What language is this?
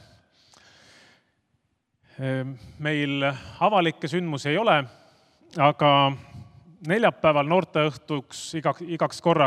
Estonian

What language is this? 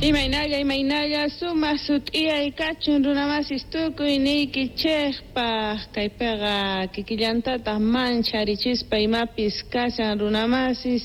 Quechua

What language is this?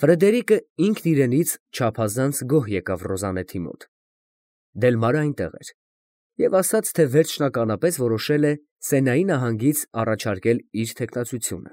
Armenian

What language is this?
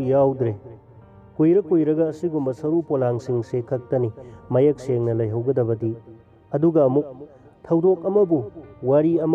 Manipuri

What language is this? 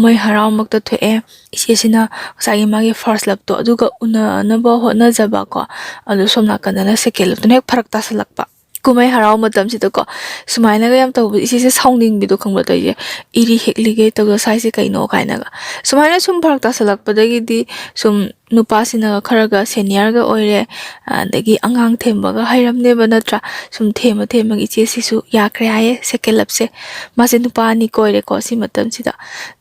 Manipuri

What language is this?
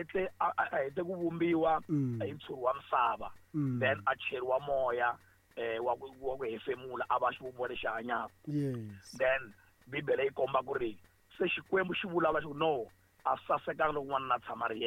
Tsonga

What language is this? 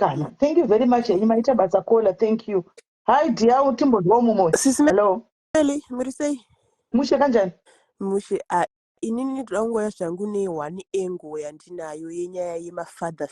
Shona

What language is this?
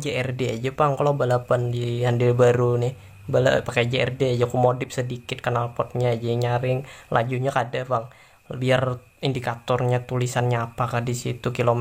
Banjar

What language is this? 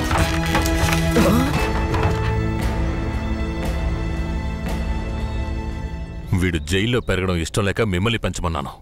Telugu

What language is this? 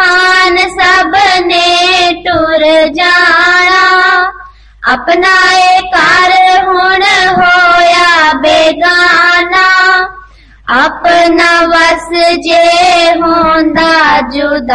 Kannada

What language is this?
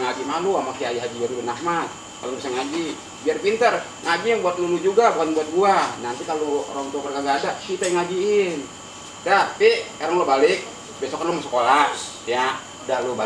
Betawi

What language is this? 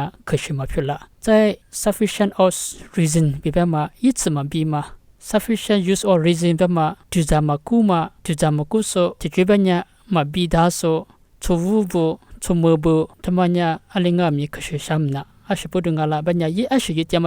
Lisu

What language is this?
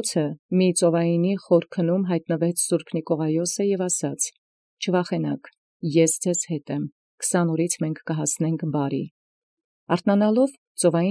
Armenian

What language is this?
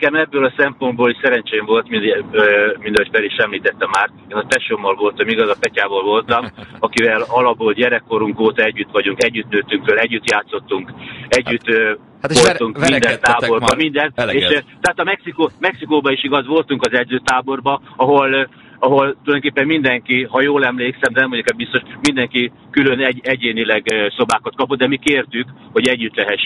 Hungarian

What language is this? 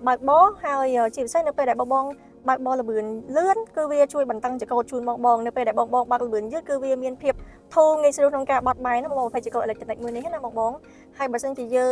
Khmer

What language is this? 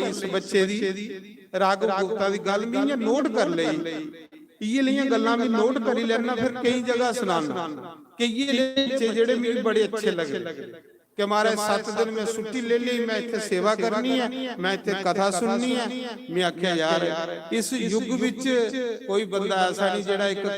Dogri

